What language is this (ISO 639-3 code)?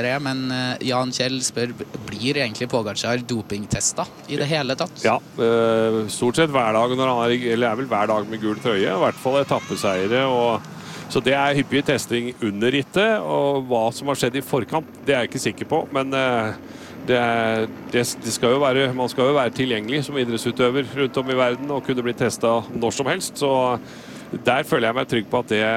nor